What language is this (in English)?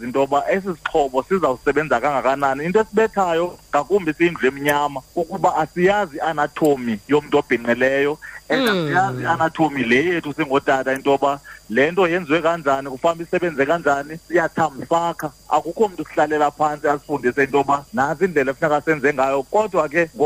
Xhosa